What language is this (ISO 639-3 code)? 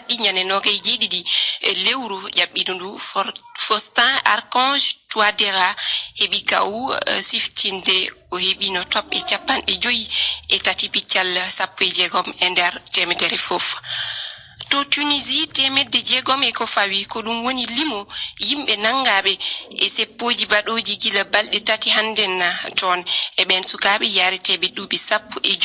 ful